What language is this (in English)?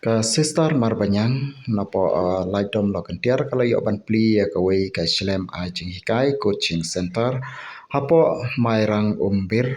Khasi